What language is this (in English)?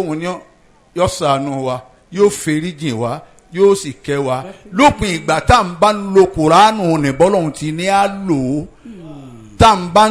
Yoruba